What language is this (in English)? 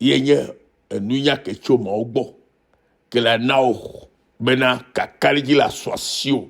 Ewe